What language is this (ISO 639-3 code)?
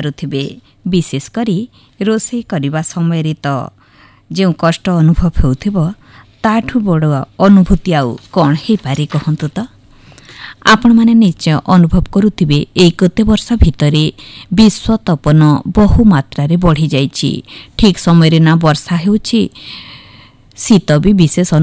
ori